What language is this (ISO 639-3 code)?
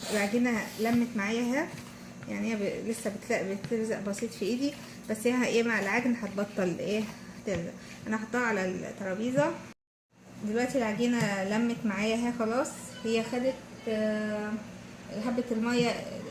arz